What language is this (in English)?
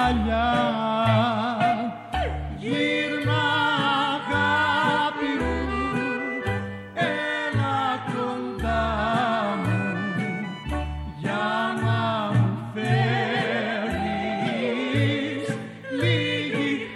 Greek